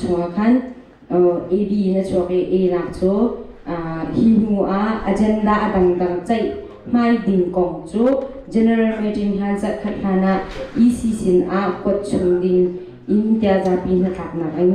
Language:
Hakha Chin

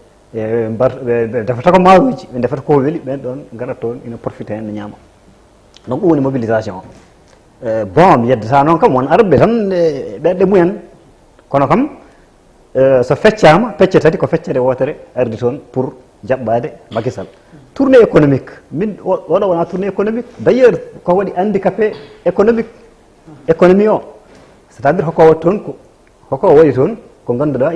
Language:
Fula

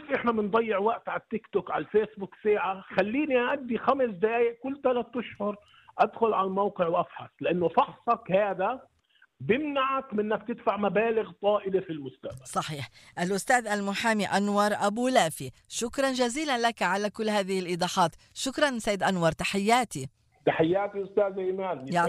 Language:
North Levantine Arabic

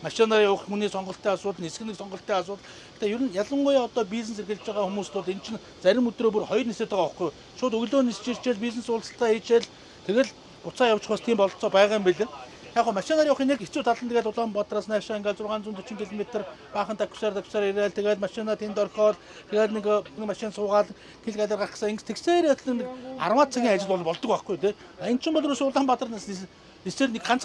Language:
Mongolian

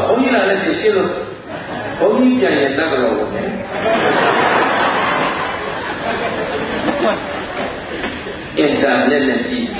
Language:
Burmese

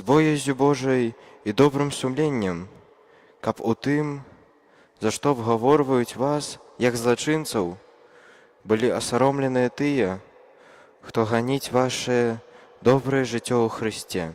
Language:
Belarusian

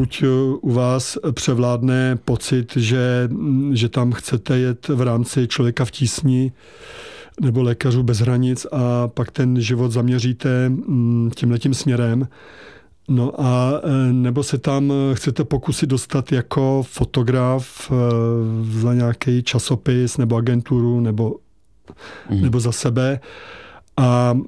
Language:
Czech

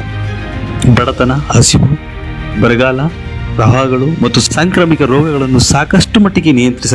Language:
Kannada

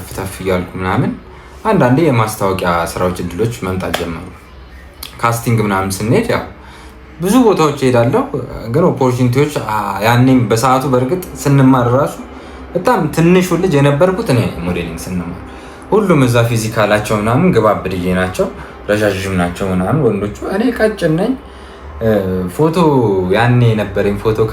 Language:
Amharic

